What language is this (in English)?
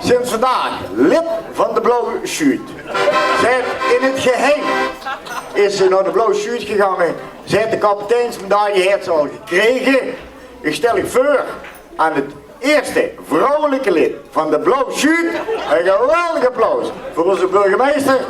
Limburgish